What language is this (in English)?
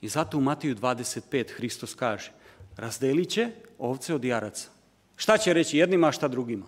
Serbian